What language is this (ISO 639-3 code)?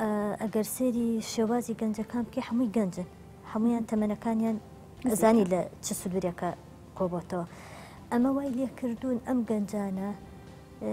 ckb